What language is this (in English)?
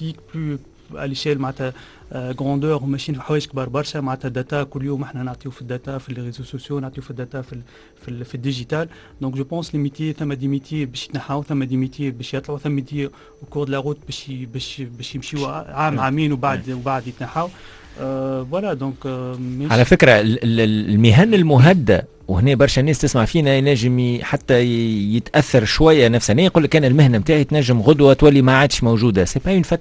Tunisian Arabic